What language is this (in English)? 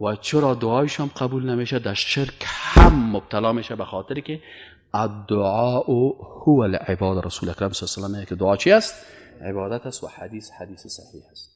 Persian